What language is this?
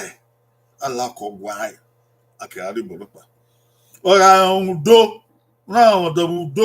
Bini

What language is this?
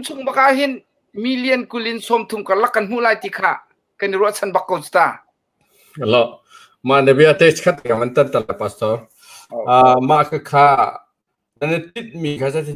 Hakha Chin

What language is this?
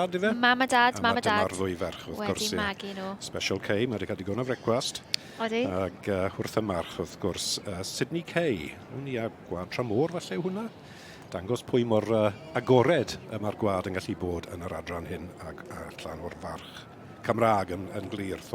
Welsh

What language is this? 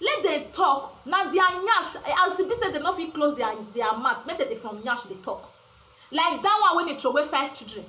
Nigerian Pidgin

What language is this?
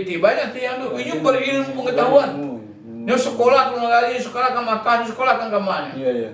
Minangkabau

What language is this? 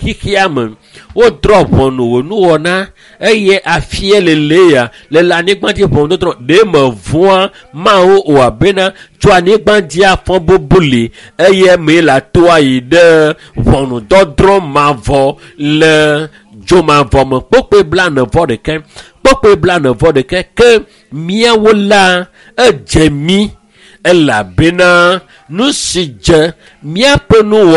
Ewe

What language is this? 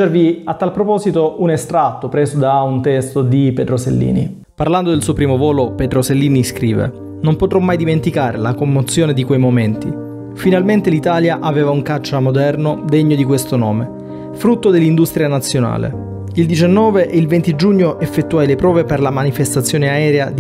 Italian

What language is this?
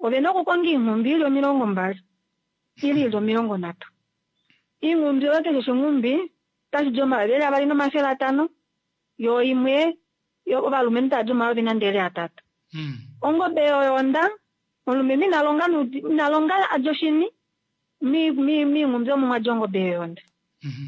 Kuanyama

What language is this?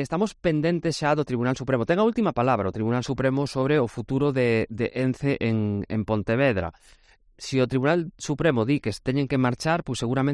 Galician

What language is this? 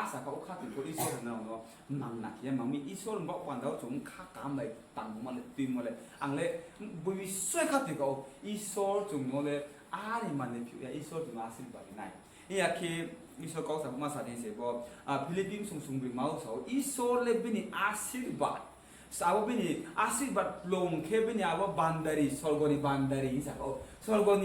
Riang (India)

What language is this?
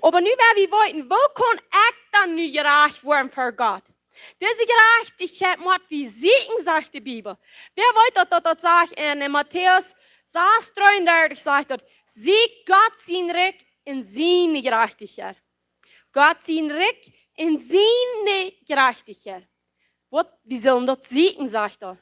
Plautdietsch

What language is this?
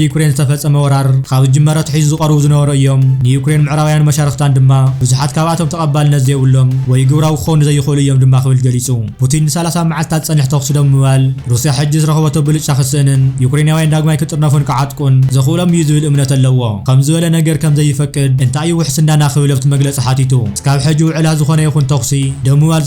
Tigrinya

